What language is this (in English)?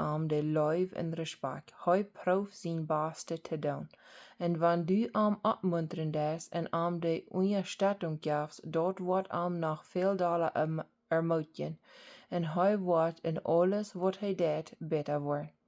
Plautdietsch